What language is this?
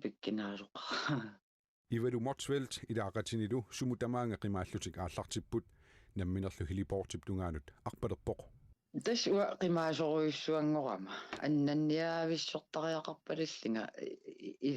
Kalaallisut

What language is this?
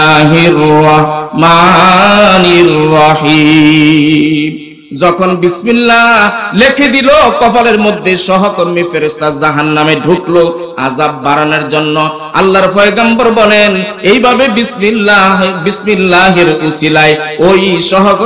Bangla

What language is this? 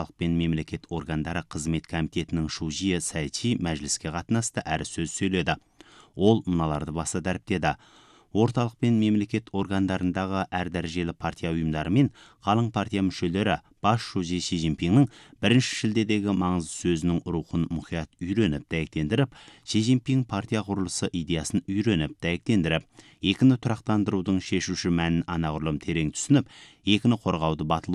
Kazakh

